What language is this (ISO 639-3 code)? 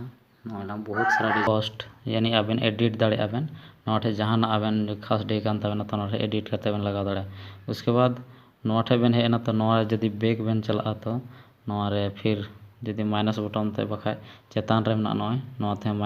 sat